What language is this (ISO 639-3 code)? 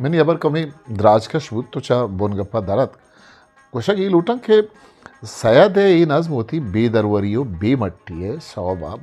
bgp